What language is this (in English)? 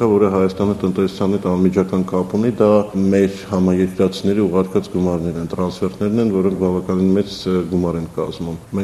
Armenian